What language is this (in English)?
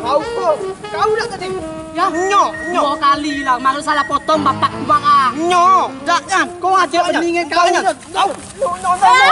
Minangkabau